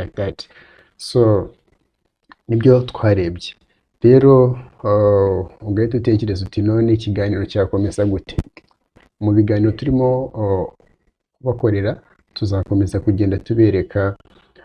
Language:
Kinyarwanda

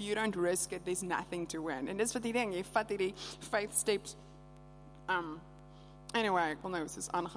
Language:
Afrikaans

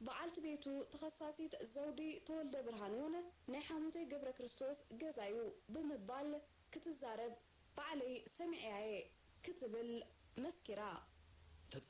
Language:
Tigrinya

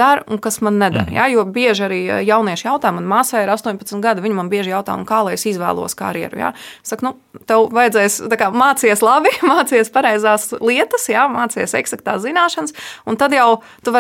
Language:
Latvian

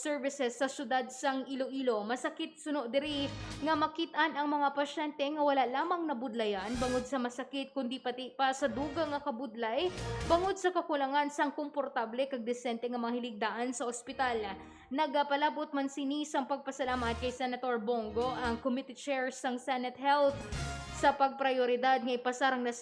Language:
Hiligaynon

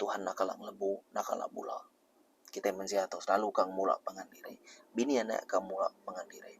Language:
Iban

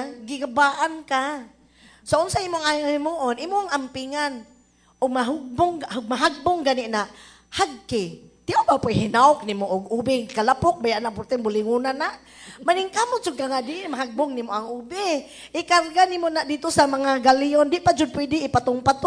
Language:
Cebuano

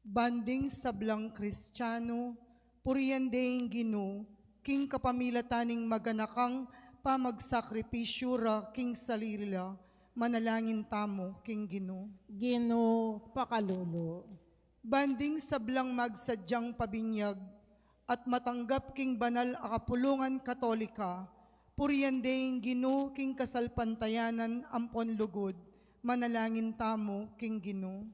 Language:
Pampanga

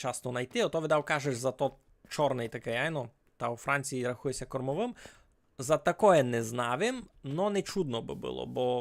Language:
Rusyn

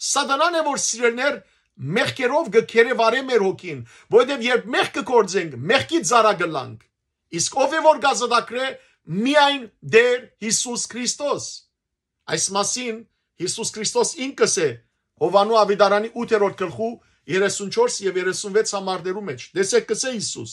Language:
Western Armenian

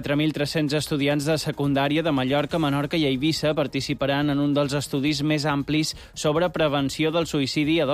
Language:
Catalan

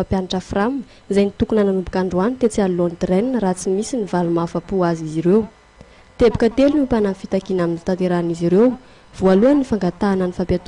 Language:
Malagasy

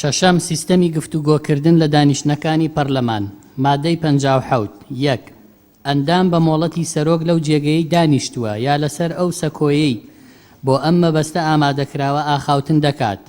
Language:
Central Kurdish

